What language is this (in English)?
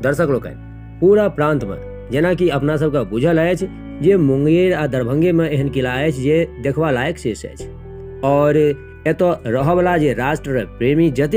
Maithili